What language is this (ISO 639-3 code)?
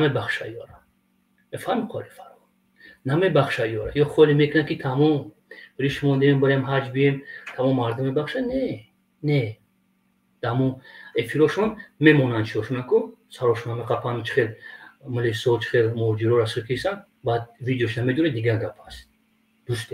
tgk